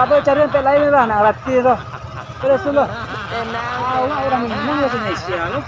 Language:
Minangkabau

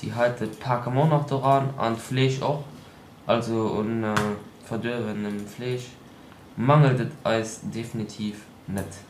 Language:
Luxembourgish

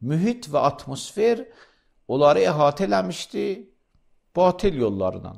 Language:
Azerbaijani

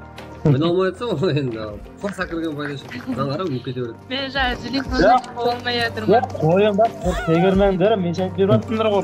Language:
Kara-Kalpak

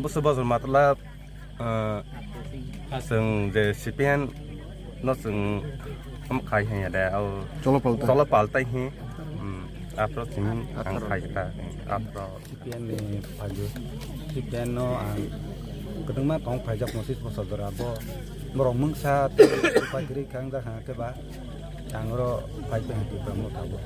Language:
Kok Borok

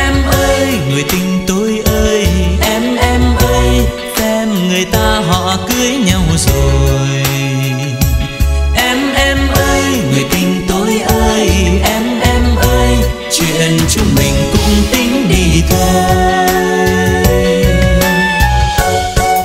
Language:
Vietnamese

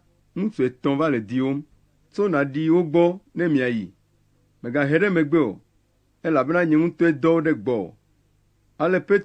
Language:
Ewe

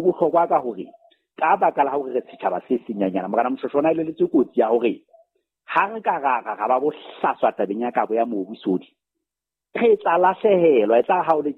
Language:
Southern Sotho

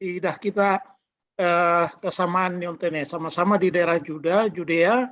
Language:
Batak Simalungun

